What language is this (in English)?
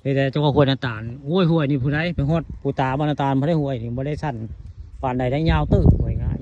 Northeastern Thai